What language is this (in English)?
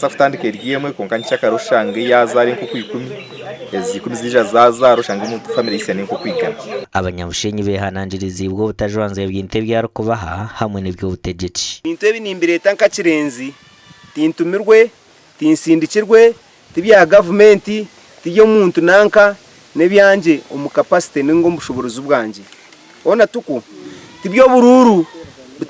Nyankole